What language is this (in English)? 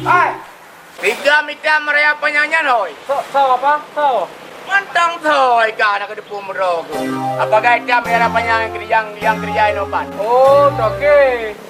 Achinese